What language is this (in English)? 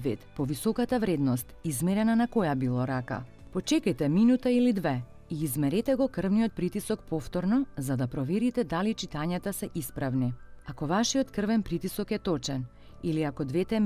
Macedonian